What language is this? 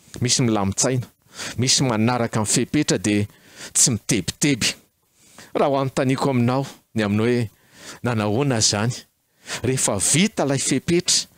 Malagasy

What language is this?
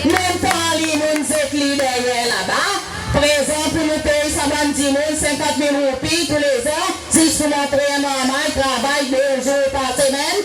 Seselwa Creole French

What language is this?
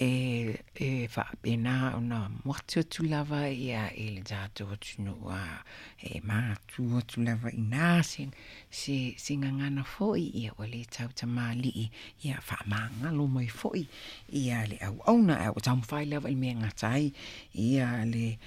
Samoan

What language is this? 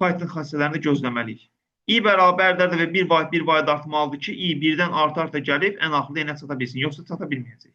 Azerbaijani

